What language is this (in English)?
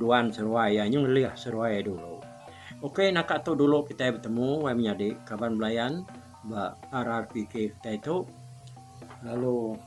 Iban